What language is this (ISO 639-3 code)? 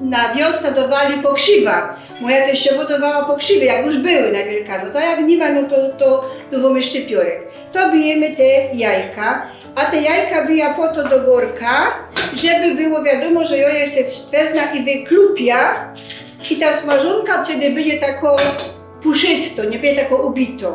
szl